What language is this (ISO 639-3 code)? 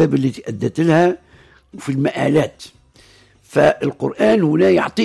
aeb